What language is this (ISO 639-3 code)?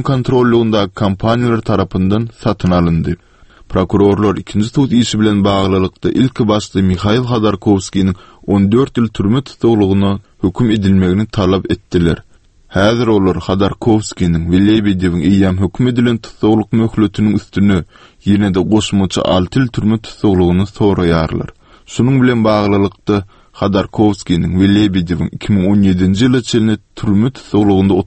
tuk